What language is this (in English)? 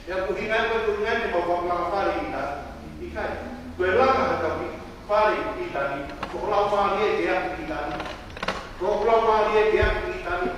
Tongan